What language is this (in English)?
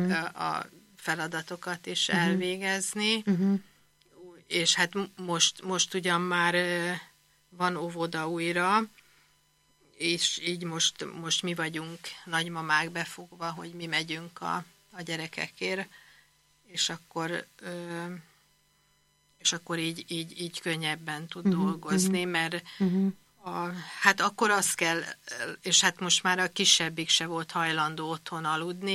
Hungarian